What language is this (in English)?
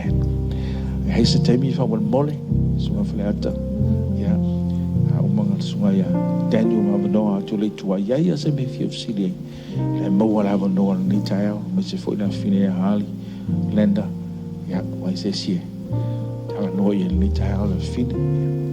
Samoan